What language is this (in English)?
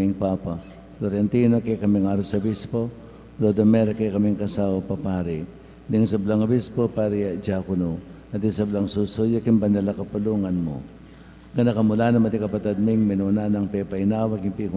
Pampanga